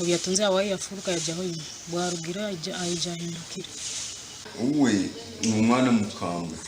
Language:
Nyankole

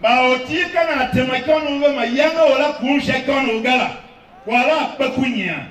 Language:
Tiv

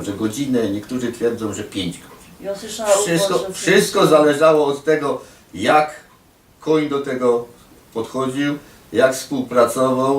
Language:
Silesian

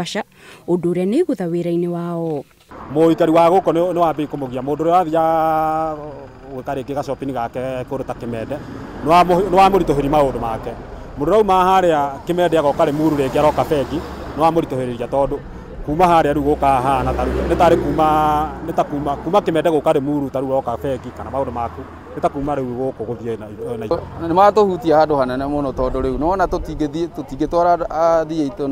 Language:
Kikuyu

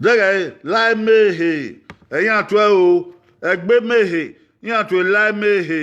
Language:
Bini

